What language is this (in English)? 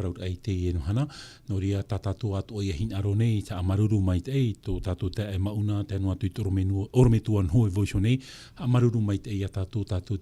Tahitian